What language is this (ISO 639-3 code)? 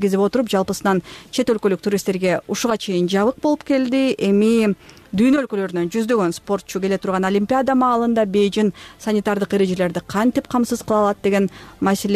kir